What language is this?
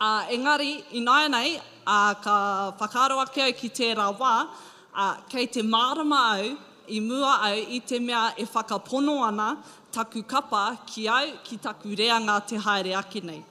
Māori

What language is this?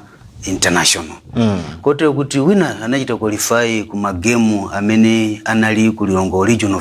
Nyanja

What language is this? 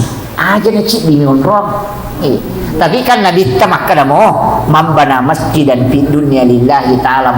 Buginese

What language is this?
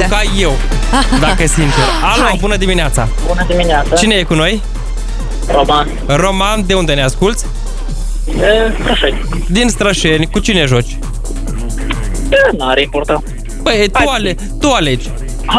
Romanian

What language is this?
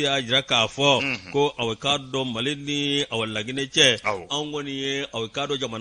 Bambara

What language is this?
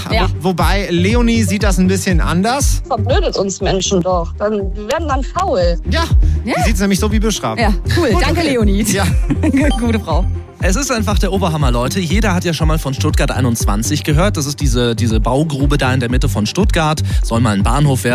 German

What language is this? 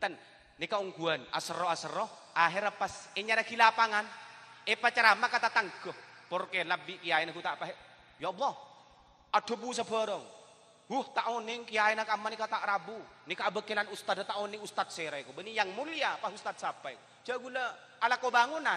Madurese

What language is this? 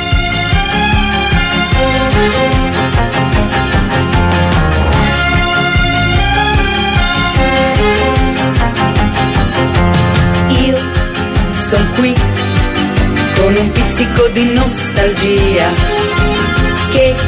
Italian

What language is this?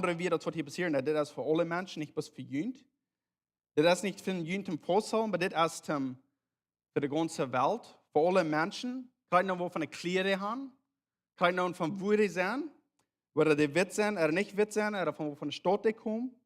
Plautdietsch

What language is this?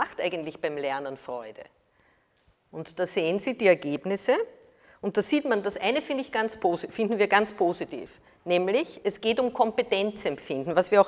German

